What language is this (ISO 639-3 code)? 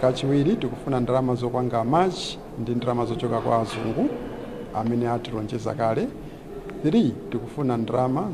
nya